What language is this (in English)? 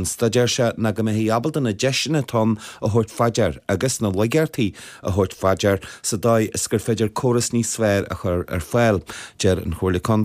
Irish